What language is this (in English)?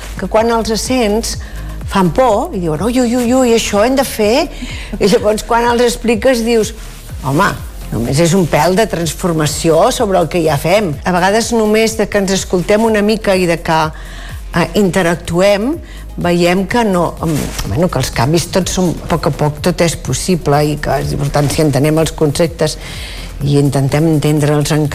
Catalan